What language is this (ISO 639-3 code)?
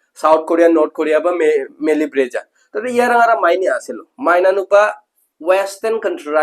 grt